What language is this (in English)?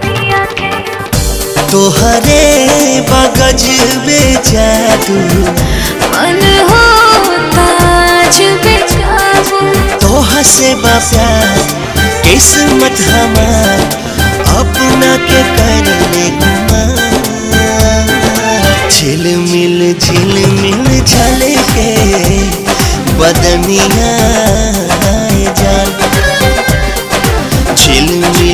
Bhojpuri